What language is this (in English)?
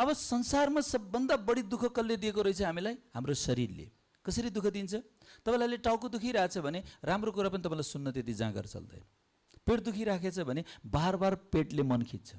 Nepali